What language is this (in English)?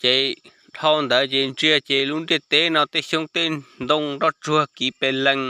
Hmong